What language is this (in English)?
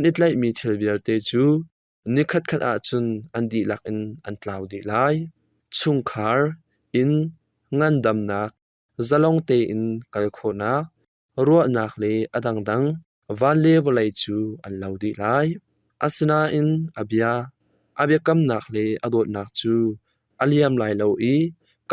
Hakha Chin